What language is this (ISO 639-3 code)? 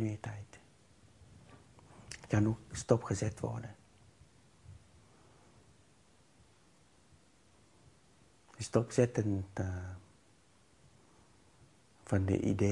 nld